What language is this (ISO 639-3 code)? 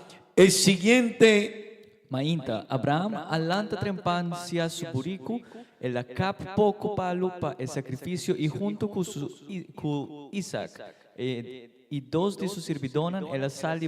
pap